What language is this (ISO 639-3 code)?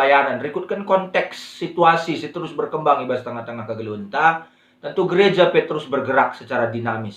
btx